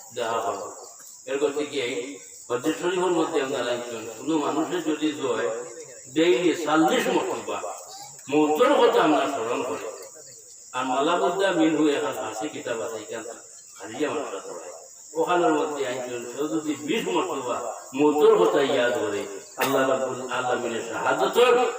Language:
Sylheti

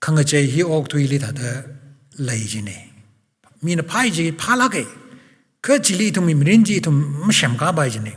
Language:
Tangkhul Naga (India)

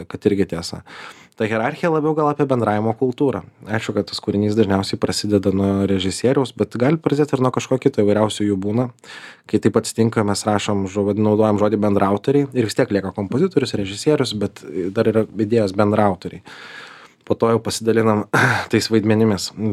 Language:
Lithuanian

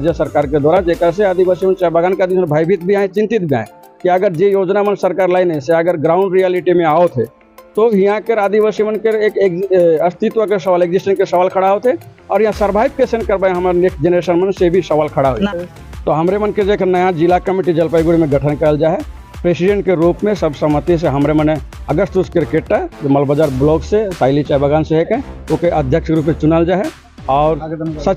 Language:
Sadri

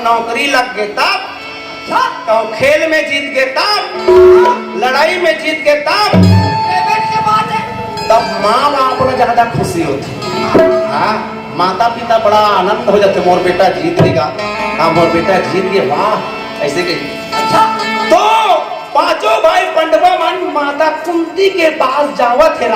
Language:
Chhattisgarhi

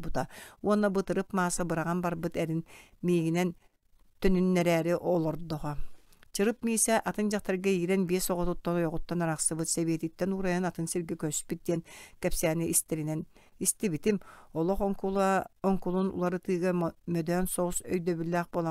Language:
Yakut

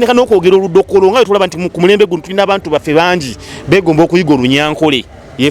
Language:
Ganda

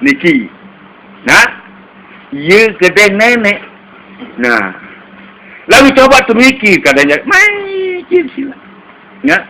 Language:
Sasak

